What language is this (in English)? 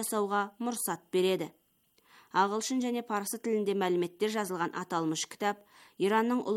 Kazakh